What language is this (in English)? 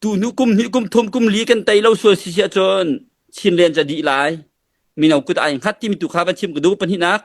Hakha Chin